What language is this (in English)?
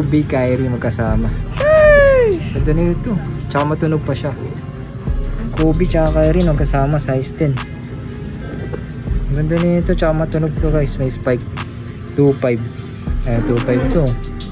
Filipino